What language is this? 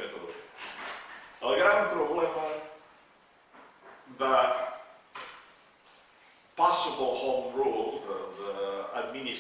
Catalan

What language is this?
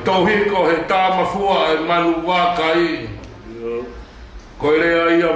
Tongan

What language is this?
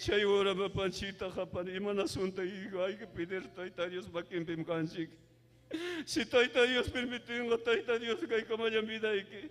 Ayacucho Quechua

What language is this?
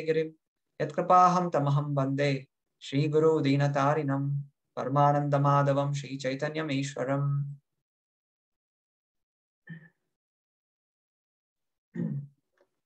Kannada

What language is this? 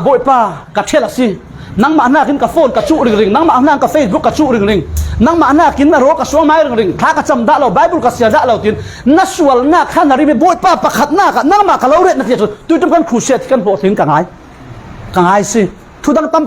Falam Chin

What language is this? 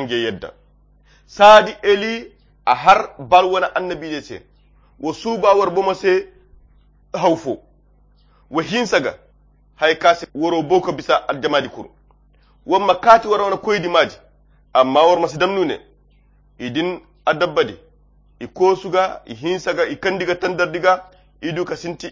Koyra Chiini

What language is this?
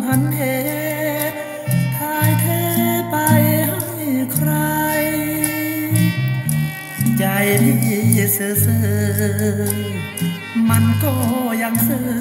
Thai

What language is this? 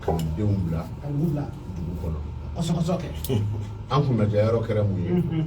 Bambara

